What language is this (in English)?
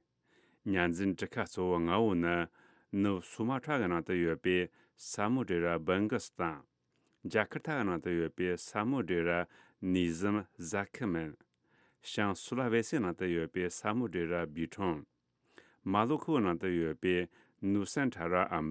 Tibetan